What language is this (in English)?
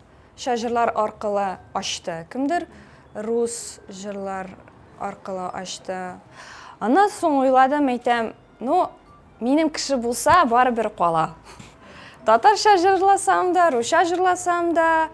Tatar